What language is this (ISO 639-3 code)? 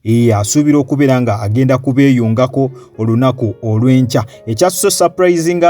lug